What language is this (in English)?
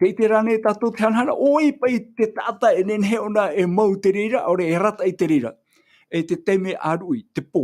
Tahitian